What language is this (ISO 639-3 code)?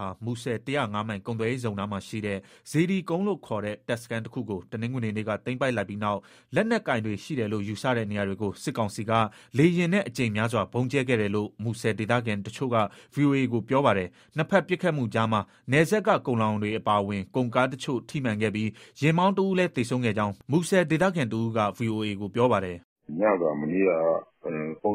mya